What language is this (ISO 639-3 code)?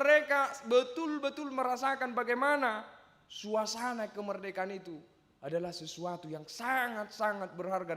bbc